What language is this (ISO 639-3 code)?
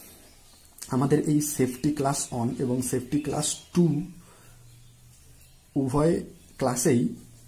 ben